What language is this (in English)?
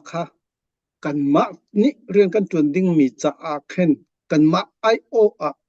Hakha Chin